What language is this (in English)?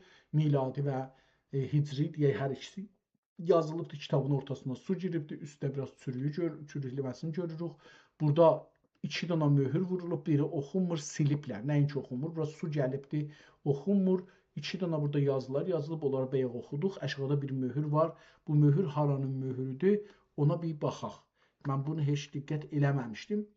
South Azerbaijani